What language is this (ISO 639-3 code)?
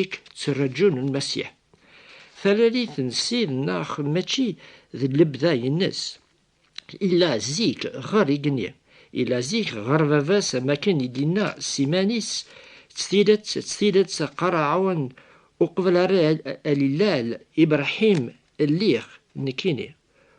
kab